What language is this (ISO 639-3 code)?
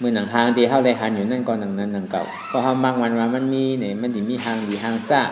shn